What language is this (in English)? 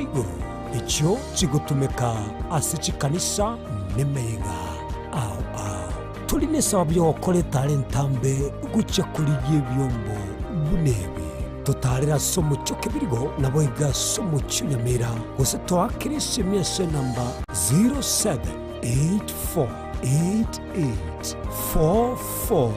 Gusii